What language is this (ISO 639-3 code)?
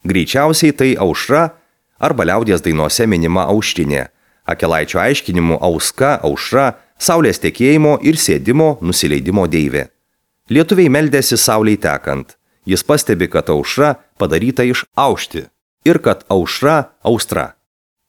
lit